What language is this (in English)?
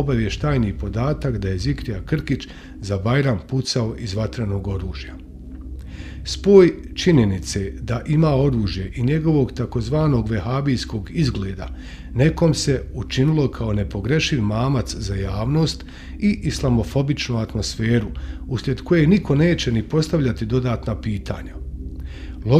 Bosnian